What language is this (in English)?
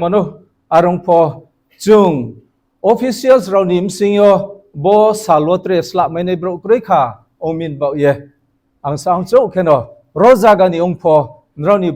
Riang (India)